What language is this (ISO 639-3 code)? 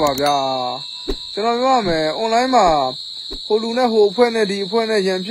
mya